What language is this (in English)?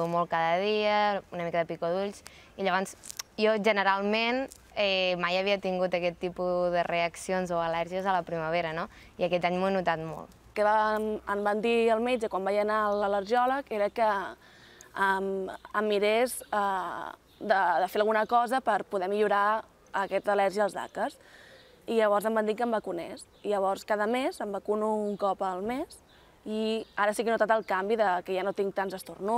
Catalan